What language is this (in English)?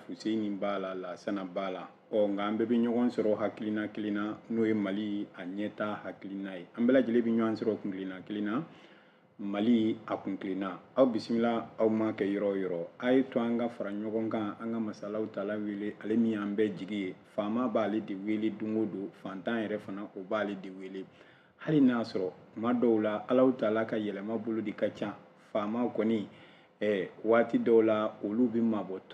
Bambara